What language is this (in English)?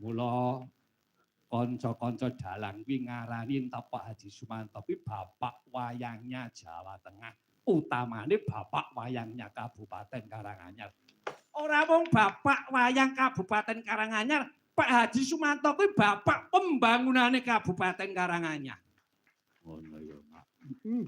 Javanese